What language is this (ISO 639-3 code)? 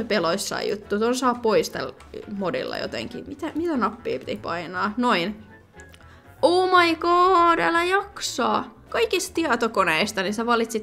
fin